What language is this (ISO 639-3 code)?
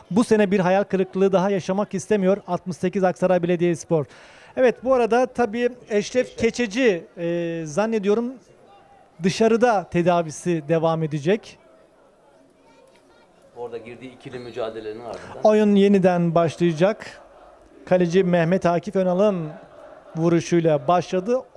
tur